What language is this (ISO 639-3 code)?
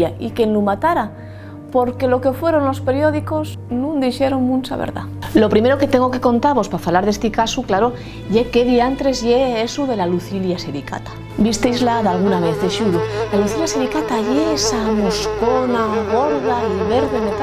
ast